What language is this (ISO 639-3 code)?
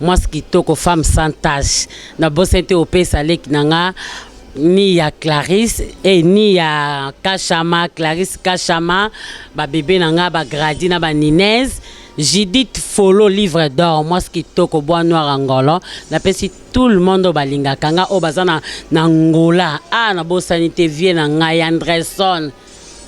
lin